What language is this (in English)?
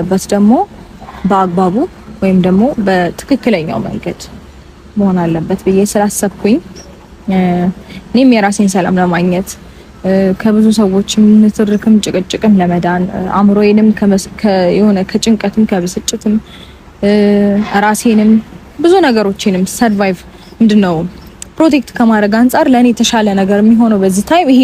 Amharic